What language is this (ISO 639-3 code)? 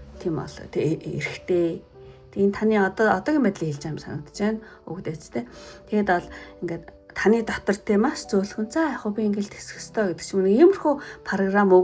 mon